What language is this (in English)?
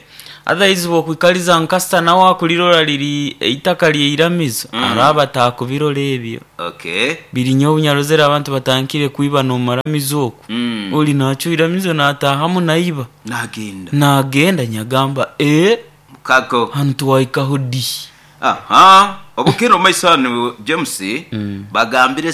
Nyoro